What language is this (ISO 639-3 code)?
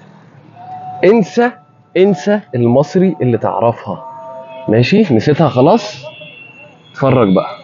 arz